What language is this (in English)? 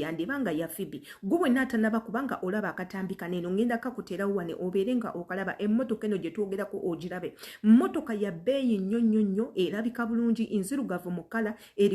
Ganda